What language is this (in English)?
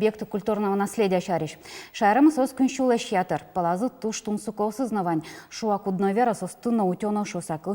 Udmurt